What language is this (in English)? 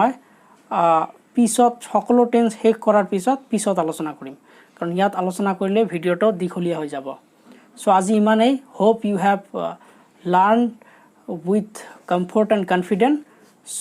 Assamese